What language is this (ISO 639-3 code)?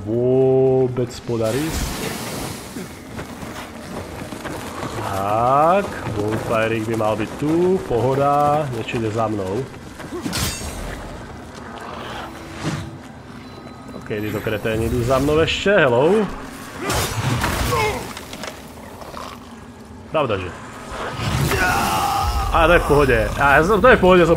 slk